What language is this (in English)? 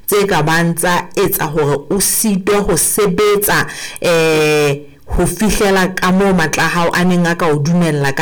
Southern Sotho